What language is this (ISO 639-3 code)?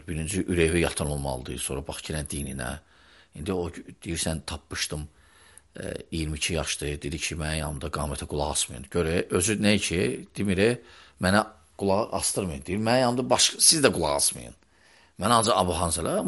aze